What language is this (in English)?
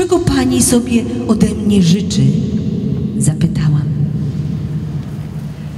Polish